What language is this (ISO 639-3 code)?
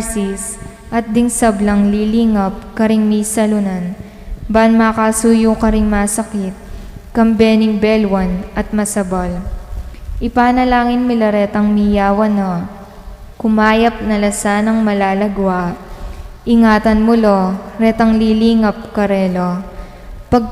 pam